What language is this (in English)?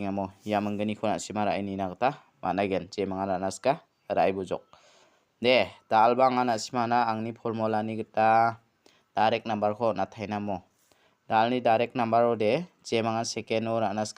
Garo